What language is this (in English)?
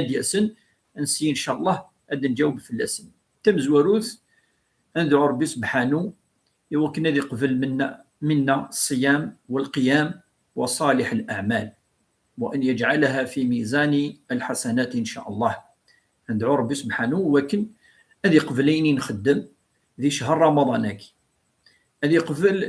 Kabyle